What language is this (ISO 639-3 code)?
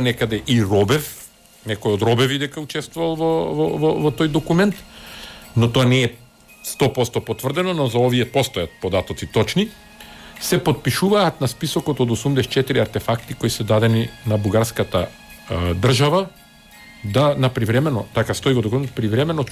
mkd